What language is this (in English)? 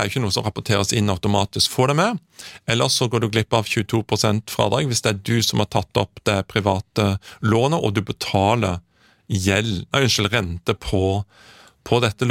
Norwegian